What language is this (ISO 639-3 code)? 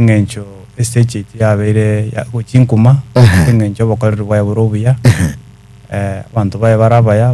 guz